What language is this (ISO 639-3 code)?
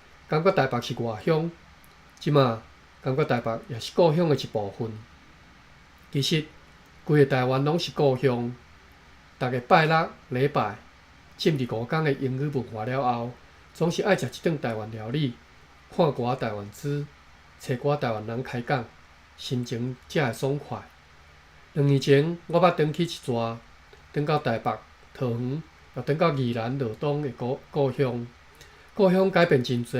nan